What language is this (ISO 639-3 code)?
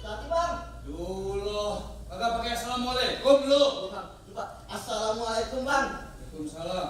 bew